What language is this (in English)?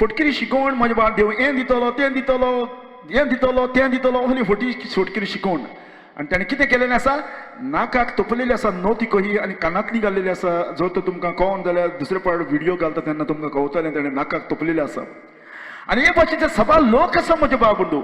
Konkani